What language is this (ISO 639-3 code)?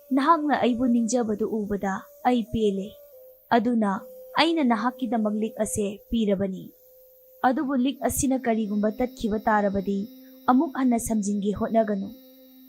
mni